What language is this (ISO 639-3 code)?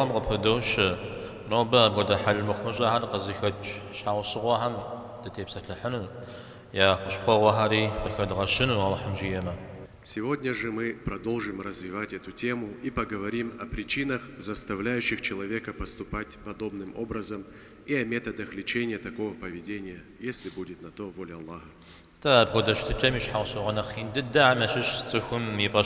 kbd